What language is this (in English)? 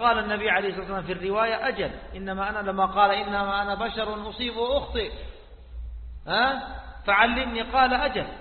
Arabic